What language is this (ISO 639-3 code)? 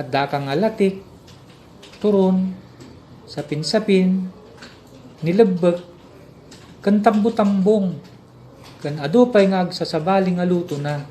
ilo